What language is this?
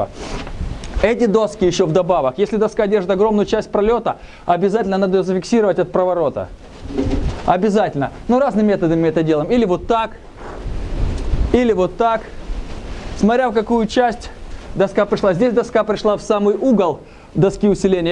Russian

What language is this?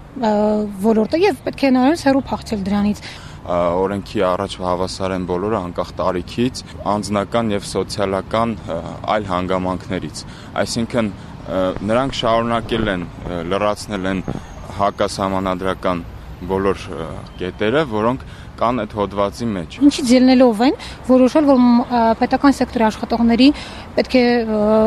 Armenian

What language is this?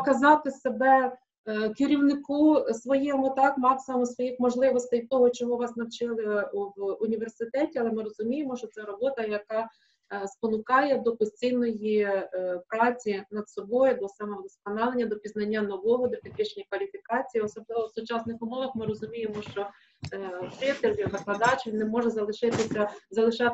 Ukrainian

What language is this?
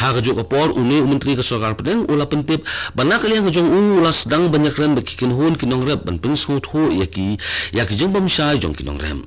Khasi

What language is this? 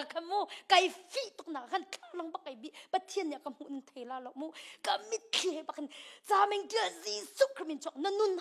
Hakha Chin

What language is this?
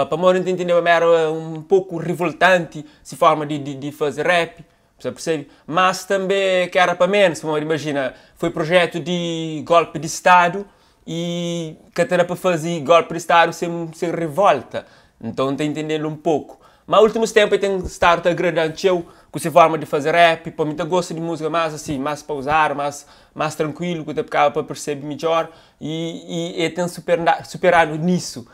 Kabuverdianu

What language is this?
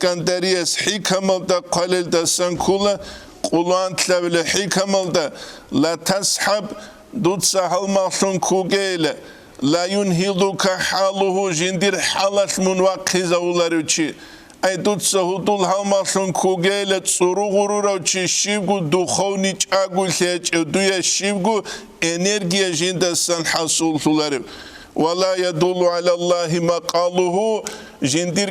Avaric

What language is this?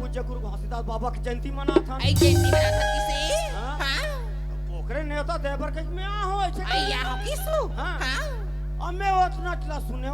Chhattisgarhi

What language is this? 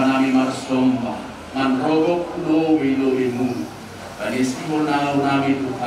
Batak Simalungun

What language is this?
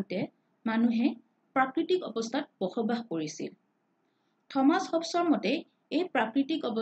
Assamese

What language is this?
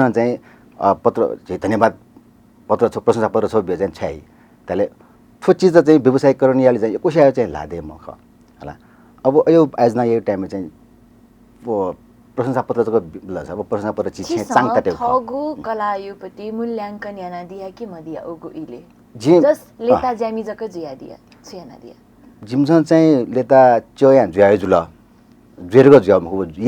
Newari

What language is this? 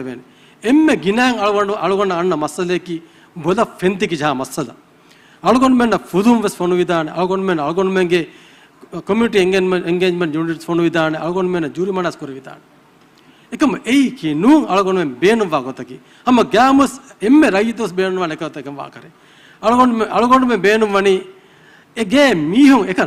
Divehi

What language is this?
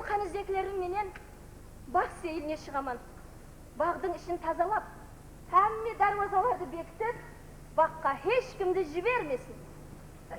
Kara-Kalpak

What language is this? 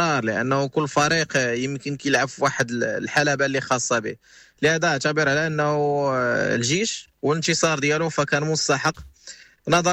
Moroccan Arabic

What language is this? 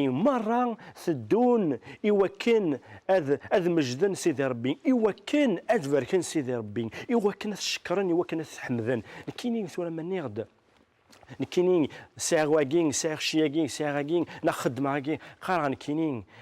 Kabyle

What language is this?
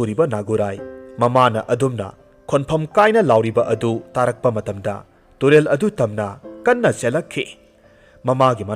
Manipuri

